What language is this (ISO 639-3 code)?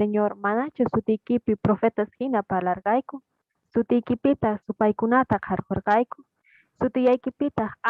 que